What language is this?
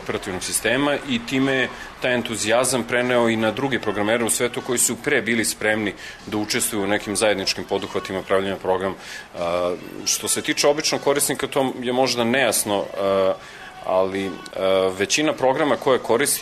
Serbian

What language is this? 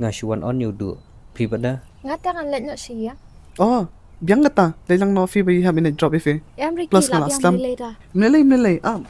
Khasi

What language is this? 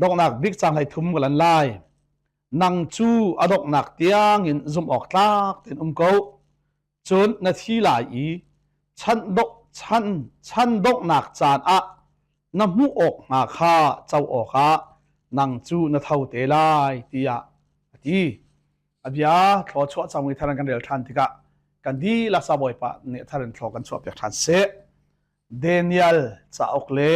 Hakha Chin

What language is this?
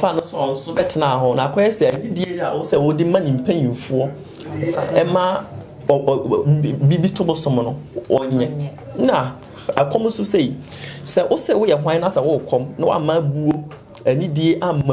Akan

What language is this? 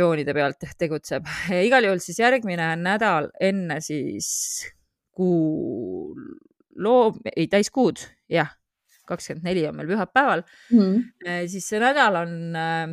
Estonian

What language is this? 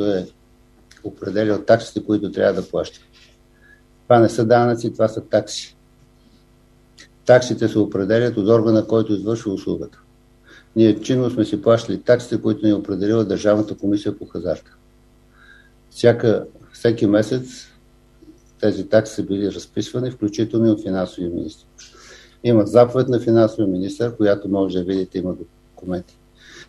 Bulgarian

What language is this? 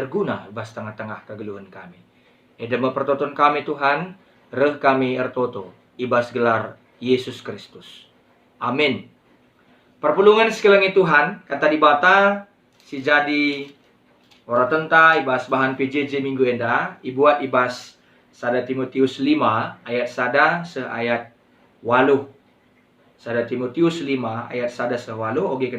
Batak Karo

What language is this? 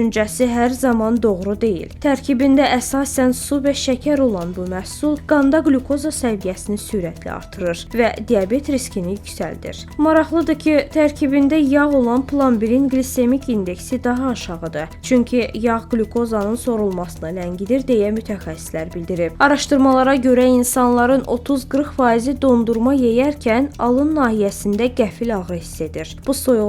Azerbaijani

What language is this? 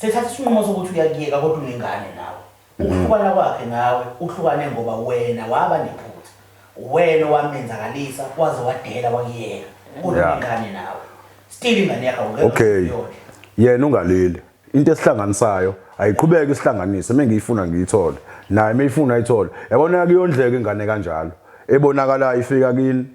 Zulu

